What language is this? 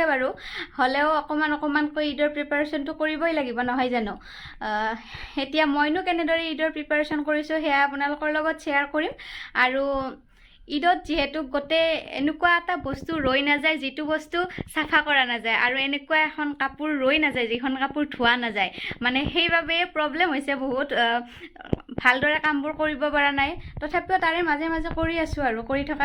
Assamese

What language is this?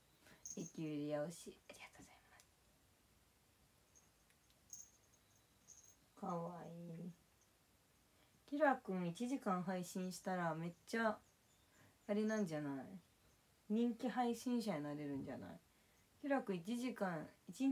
Japanese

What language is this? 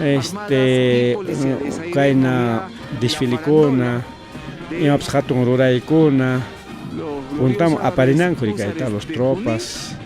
Ayacucho Quechua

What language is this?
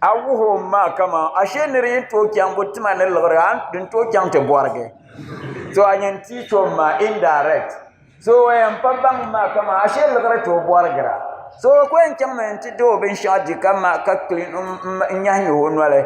Dagbani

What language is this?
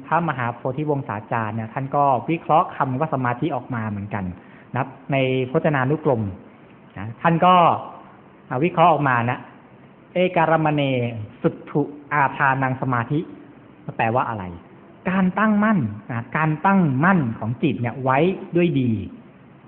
Thai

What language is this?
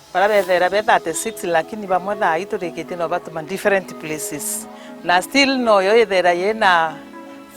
Meru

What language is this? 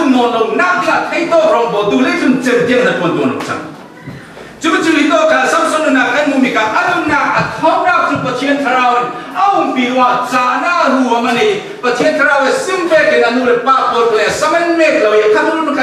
Falam Chin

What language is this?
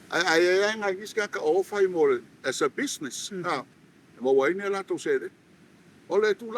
Samoan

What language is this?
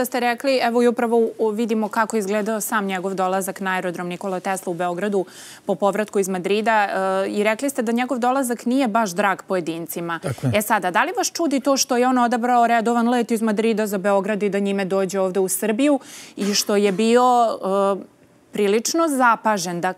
Serbian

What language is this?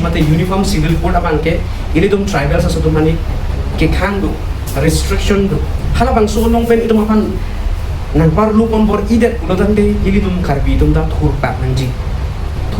Karbi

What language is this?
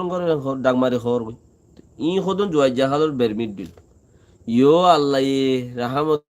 Rohingya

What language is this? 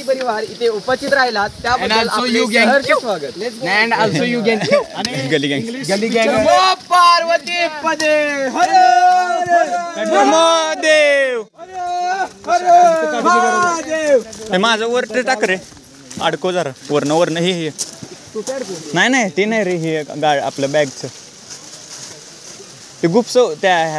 Marathi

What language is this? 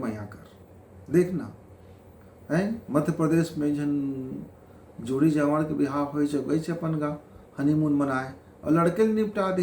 Chhattisgarhi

